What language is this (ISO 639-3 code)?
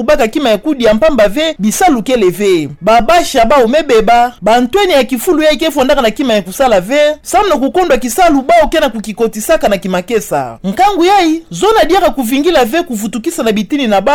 ktu